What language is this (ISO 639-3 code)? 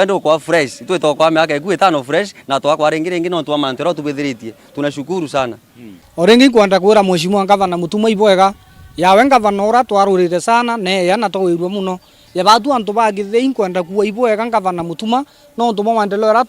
mer